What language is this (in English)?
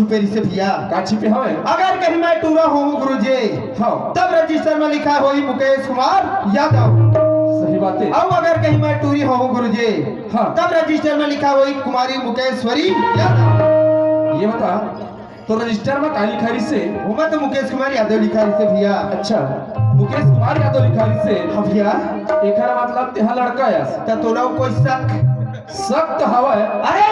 Chhattisgarhi